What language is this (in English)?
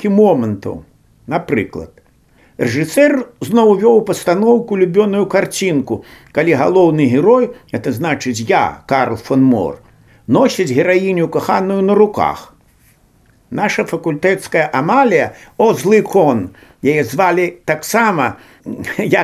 Belarusian